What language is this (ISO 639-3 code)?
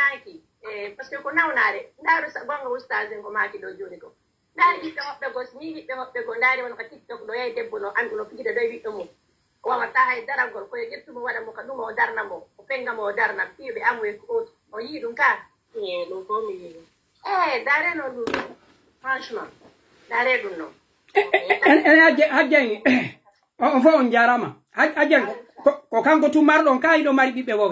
fuf